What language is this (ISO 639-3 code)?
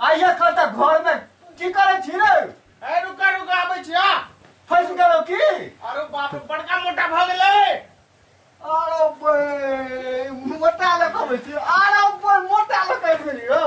mai